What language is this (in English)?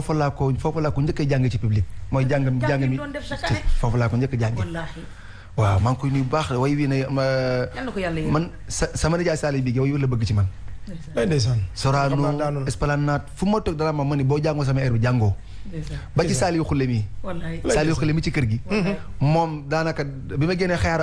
Wolof